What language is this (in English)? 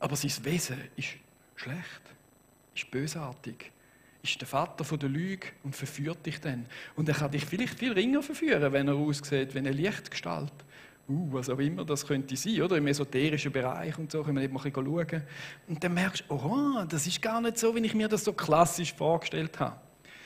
Swiss German